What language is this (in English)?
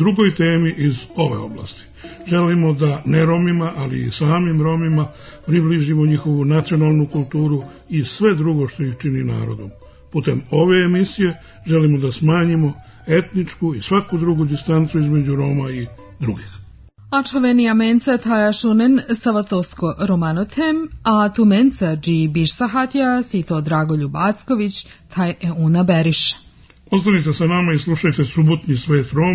Serbian